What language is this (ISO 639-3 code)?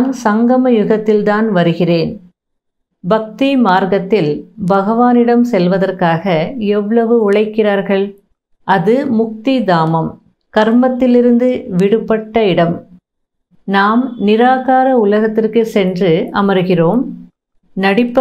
tam